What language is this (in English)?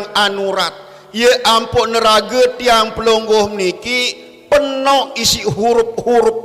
Sasak